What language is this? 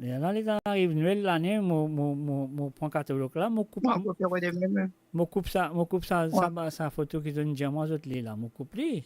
Morisyen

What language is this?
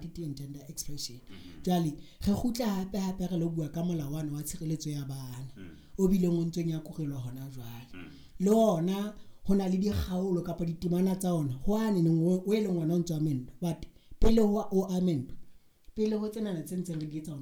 Southern Sotho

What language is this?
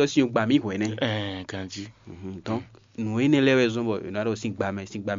Fon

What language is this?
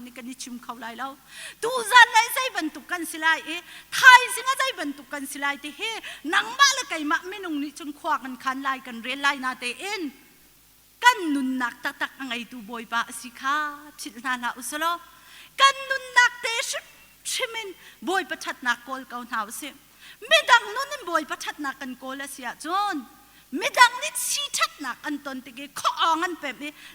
Hakha Chin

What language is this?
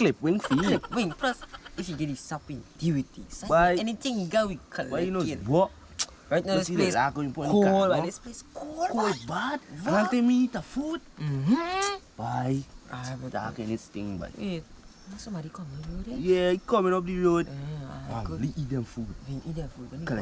Jamaican Creole English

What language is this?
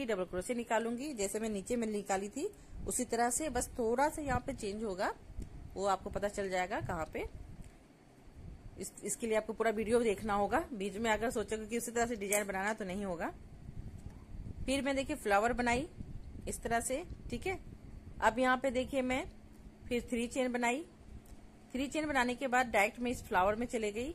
Hindi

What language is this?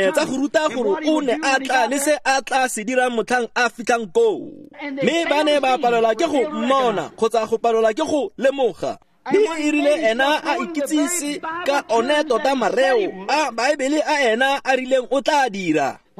Tswana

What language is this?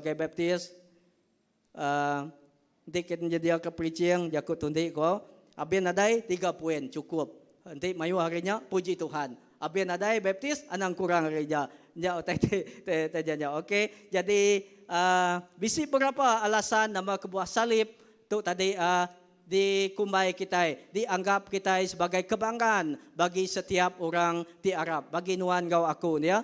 Iban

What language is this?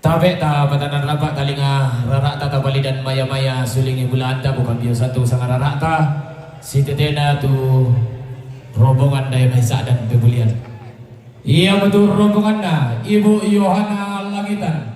Toraja-Sa'dan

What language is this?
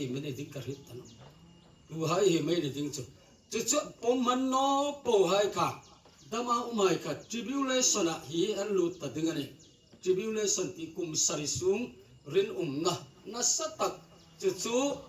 Hmar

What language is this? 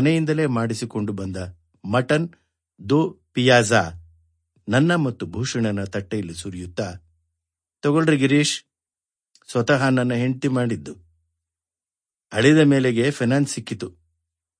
Kannada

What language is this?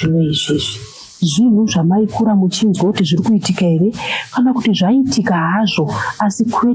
Shona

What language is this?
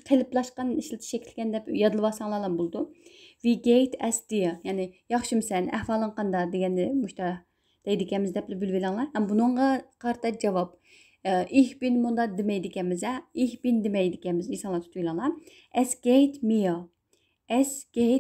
Uyghur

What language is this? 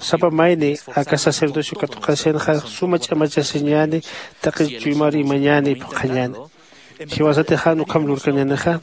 Aymara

